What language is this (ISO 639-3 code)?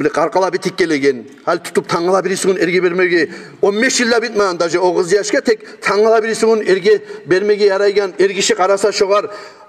kum